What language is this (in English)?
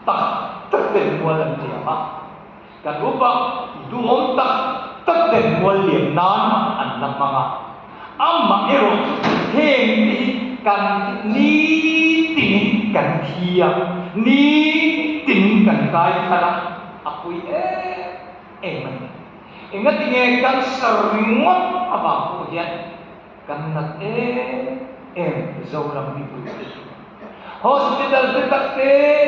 Mizo